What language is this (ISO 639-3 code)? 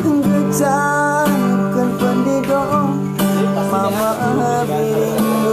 btx